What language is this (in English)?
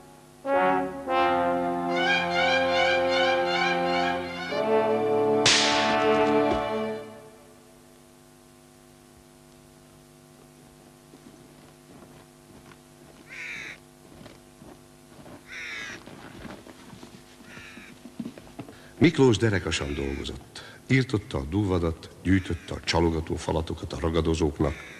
Hungarian